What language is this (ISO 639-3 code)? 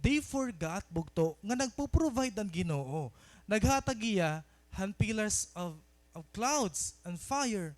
war